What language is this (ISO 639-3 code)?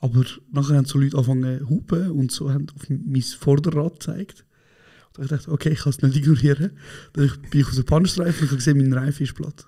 gsw